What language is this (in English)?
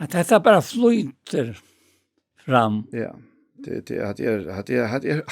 Faroese